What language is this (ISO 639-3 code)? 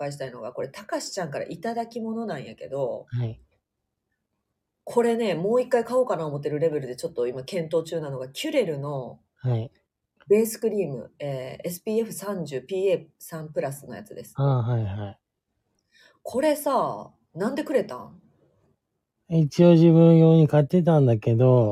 jpn